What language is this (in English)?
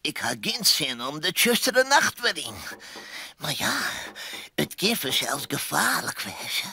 Western Frisian